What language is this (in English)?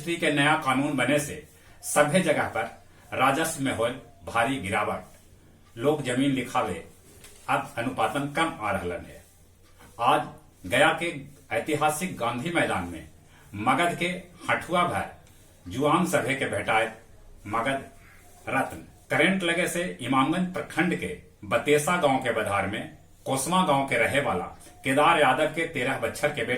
Magahi